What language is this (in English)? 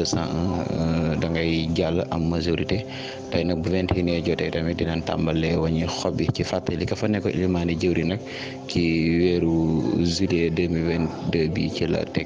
Wolof